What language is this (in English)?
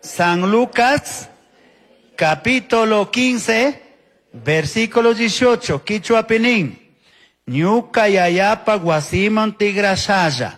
Chimborazo Highland Quichua